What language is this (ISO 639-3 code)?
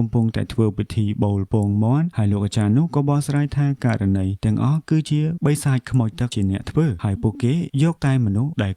khm